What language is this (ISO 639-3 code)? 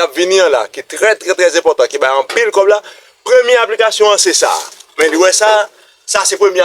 hat